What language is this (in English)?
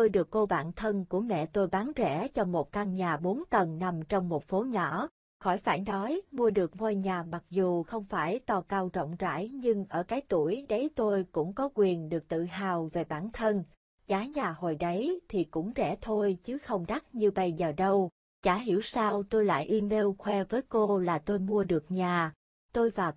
Vietnamese